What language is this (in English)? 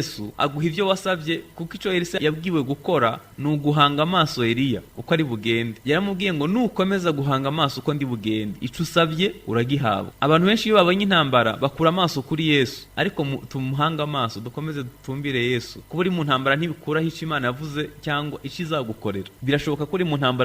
Kinyarwanda